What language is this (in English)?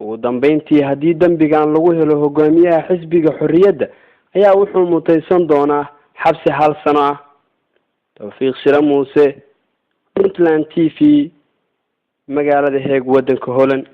Somali